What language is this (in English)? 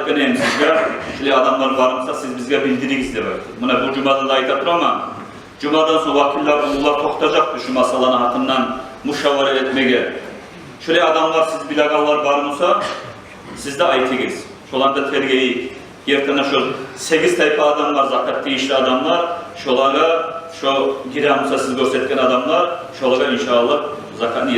Kumyk